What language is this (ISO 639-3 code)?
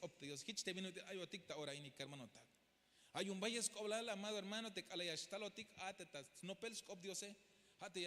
tzh